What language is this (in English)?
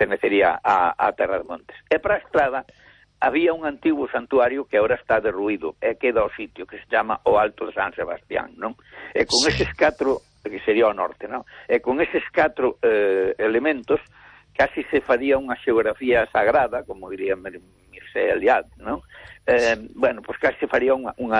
Galician